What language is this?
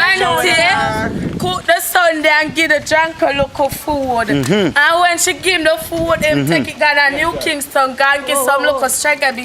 Jamaican Creole English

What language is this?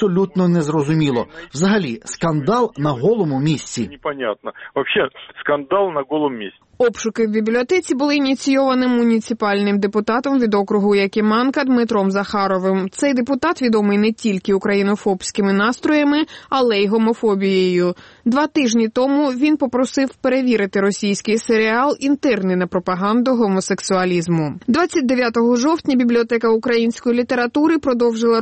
Ukrainian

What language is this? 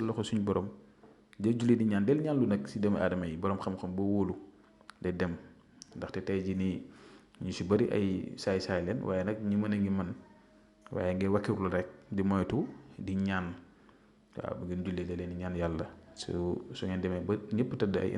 Wolof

